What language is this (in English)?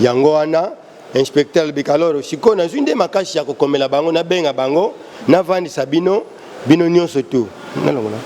Lingala